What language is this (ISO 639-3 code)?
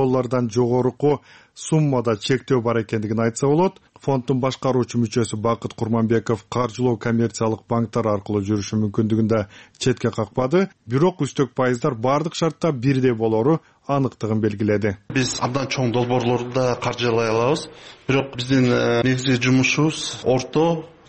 kir